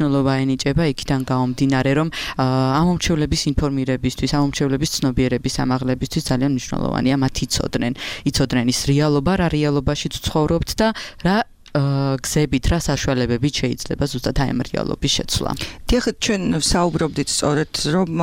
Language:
Georgian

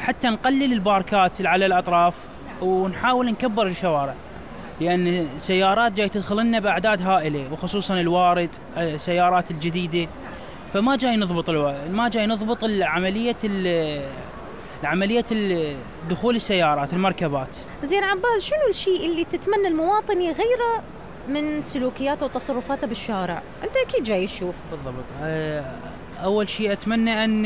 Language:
Mesopotamian Arabic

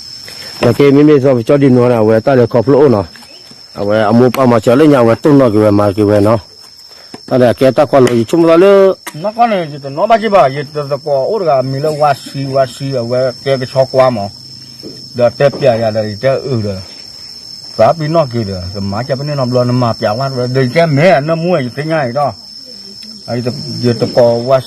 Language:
S'gaw Karen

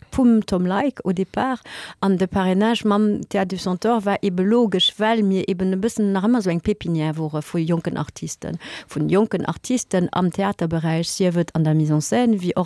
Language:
Luxembourgish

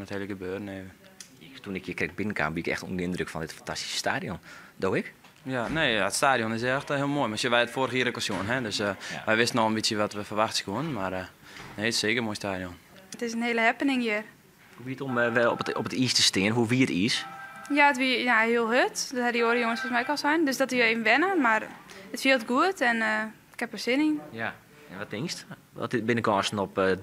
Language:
Western Frisian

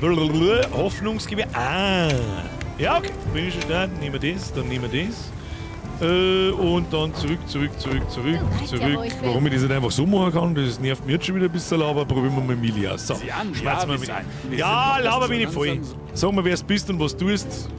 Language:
Bavarian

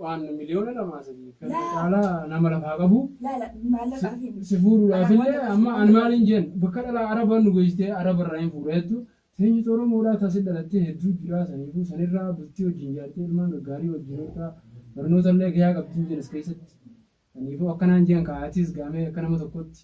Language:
Oromo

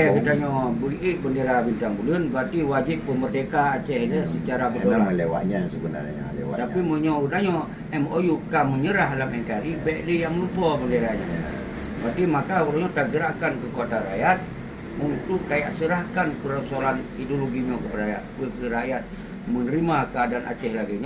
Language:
Achinese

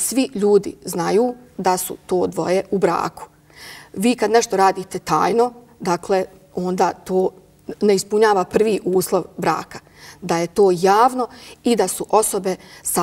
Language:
Bosnian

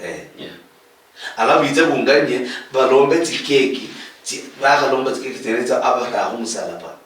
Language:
Luyia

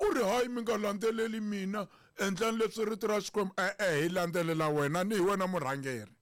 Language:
Tsonga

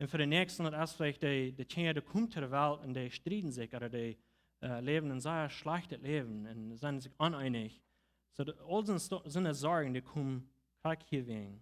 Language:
Plautdietsch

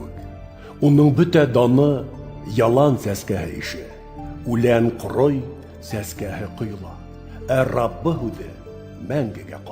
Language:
Bashkir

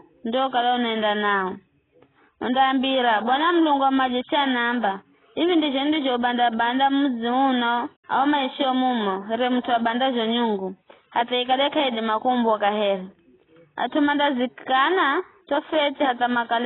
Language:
Giryama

